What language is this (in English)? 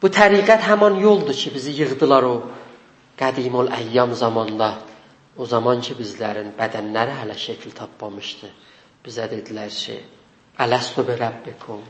South Azerbaijani